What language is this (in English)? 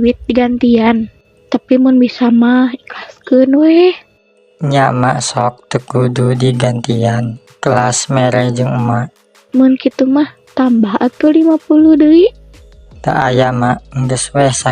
Sundanese